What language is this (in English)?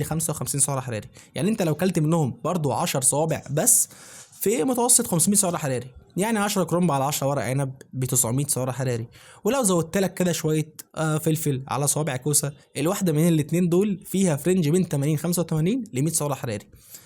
Egyptian Arabic